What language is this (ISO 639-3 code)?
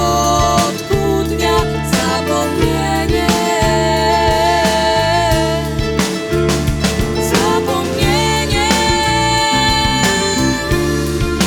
pol